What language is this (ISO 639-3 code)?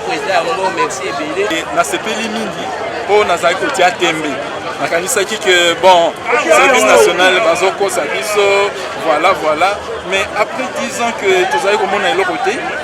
lin